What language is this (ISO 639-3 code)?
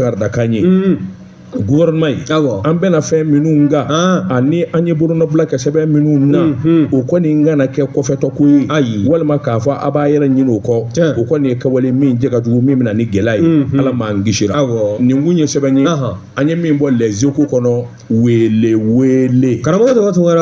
bam